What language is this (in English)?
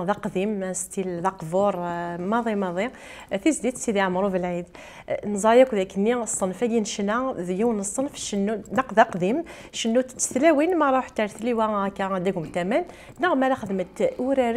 Kabyle